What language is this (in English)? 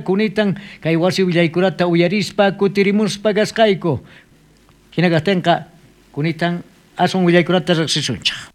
South Bolivian Quechua